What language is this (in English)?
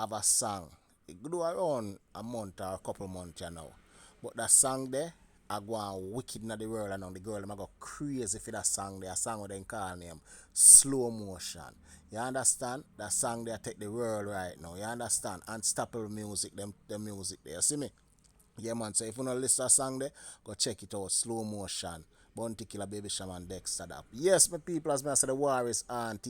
Jamaican Creole English